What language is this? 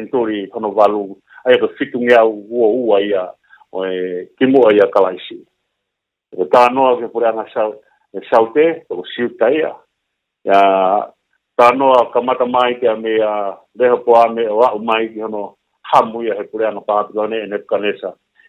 Tongan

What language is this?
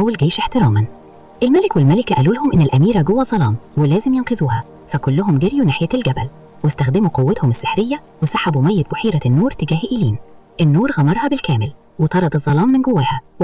Egyptian Arabic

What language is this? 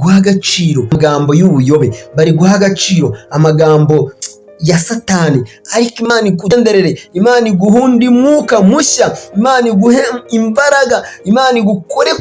Kinyarwanda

